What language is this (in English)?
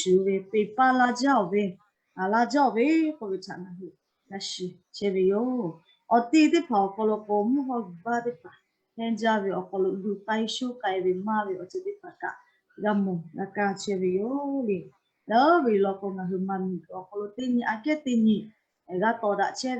Lahu